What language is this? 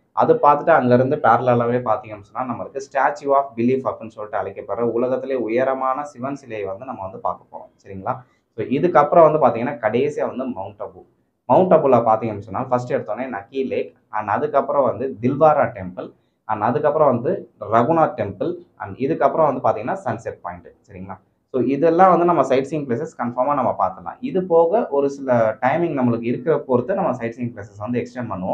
Tamil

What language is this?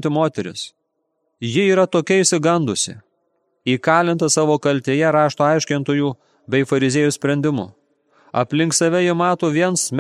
Lithuanian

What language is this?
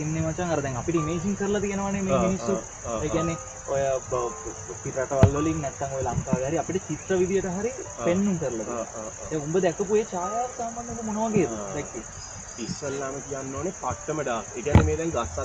Sinhala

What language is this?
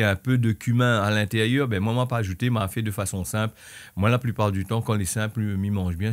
Réunion Creole French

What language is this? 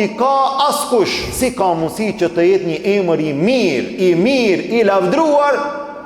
Albanian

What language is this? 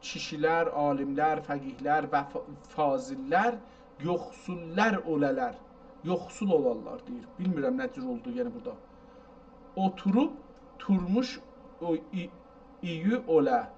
South Azerbaijani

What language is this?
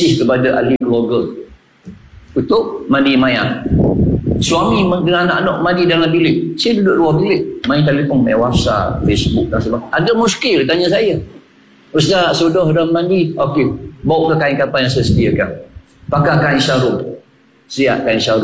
Malay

